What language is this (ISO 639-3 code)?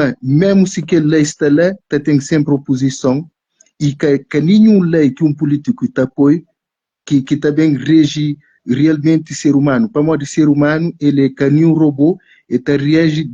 kea